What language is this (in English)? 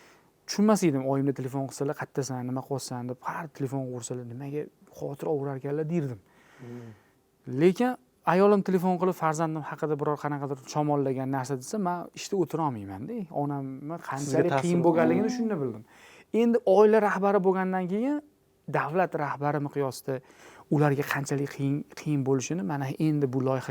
Uzbek